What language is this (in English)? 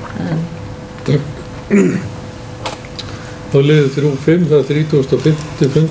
Icelandic